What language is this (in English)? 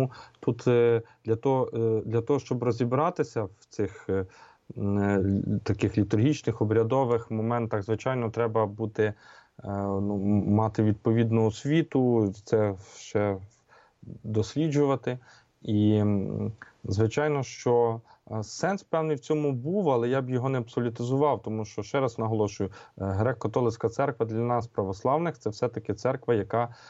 Ukrainian